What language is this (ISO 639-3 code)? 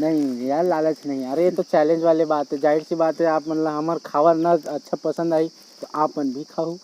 hne